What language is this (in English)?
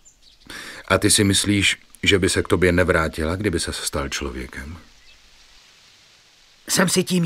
Czech